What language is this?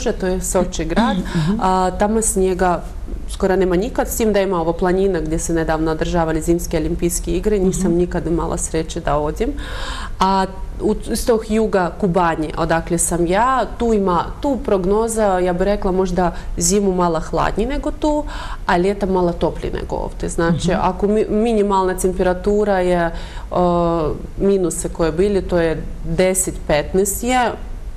Bosnian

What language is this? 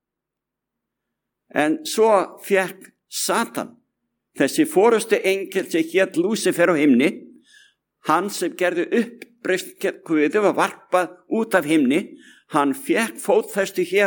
Icelandic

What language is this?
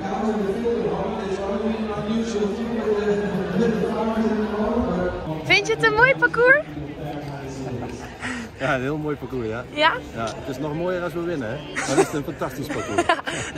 Dutch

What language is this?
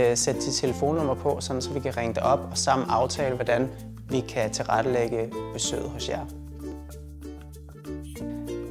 Danish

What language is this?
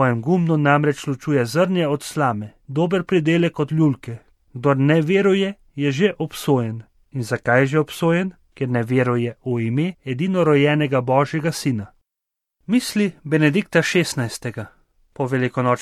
Slovenian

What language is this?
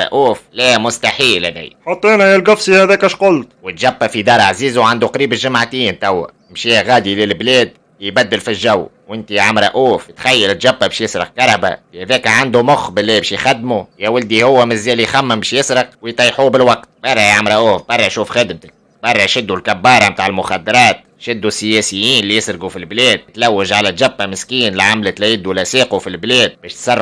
Tunisian Arabic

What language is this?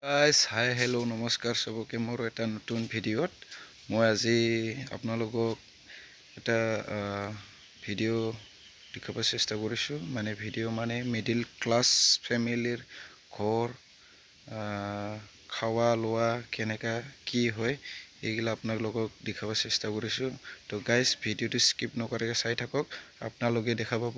Assamese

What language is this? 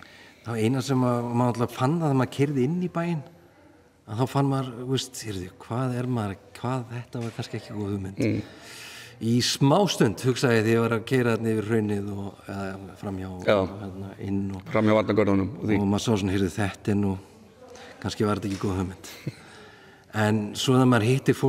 Icelandic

